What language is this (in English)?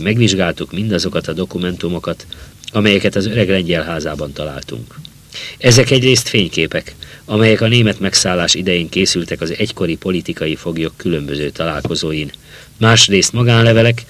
Hungarian